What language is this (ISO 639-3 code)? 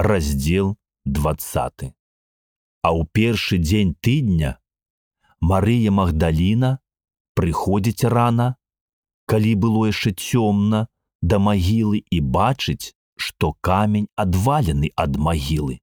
bel